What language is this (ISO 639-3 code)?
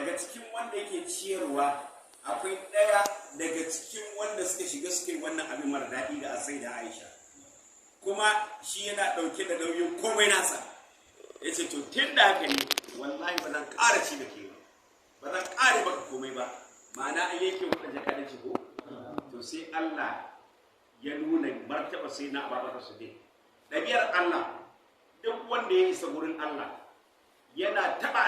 hau